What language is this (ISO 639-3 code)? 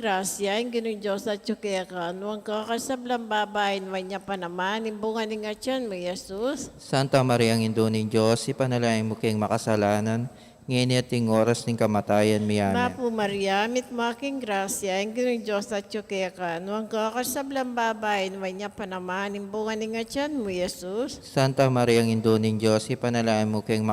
pam